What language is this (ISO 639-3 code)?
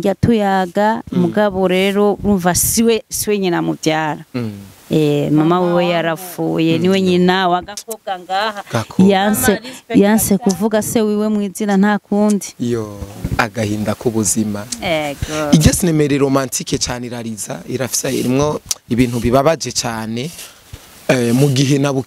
run